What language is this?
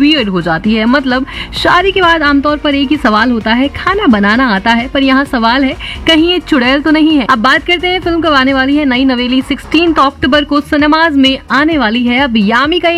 Hindi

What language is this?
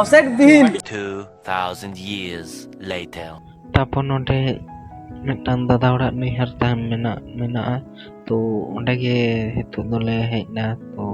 Santali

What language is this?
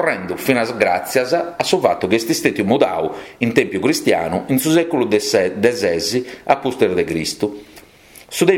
Sardinian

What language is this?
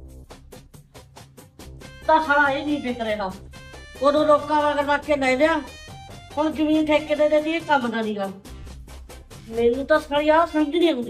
Punjabi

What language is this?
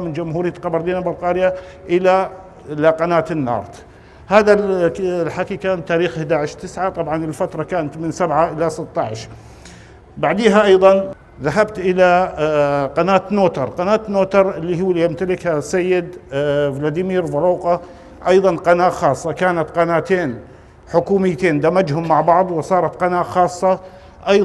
North Levantine Arabic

